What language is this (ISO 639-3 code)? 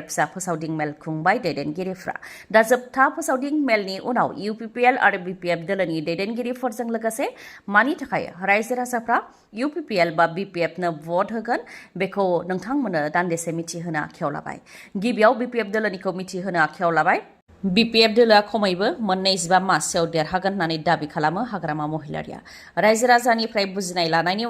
brx